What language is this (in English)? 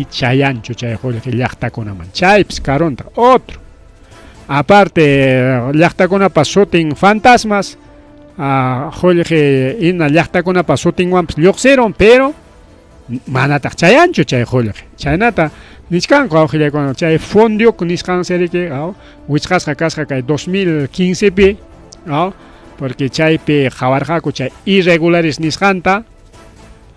Ayacucho Quechua